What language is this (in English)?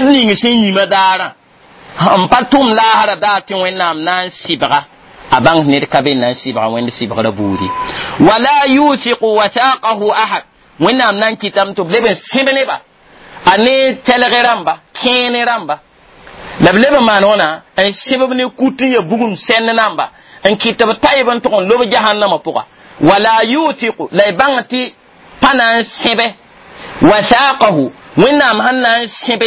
Mossi